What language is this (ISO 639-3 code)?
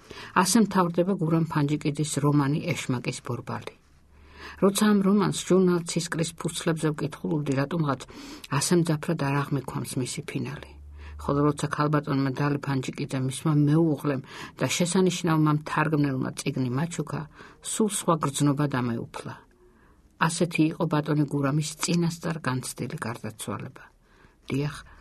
kat